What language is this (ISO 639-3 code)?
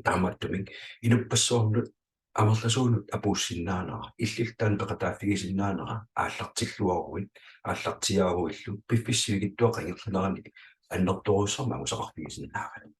kal